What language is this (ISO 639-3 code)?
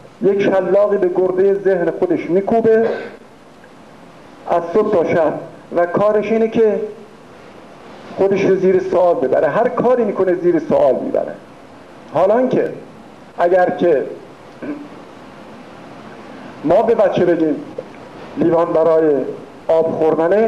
fas